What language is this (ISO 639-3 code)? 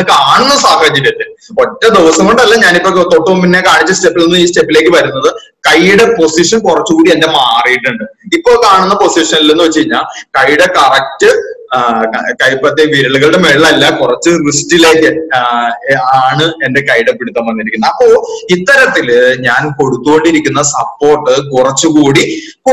mal